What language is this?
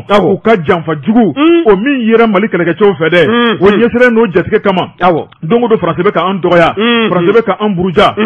Bambara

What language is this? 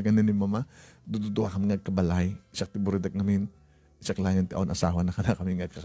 Iloko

